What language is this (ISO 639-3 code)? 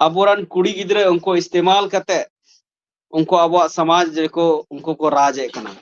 sat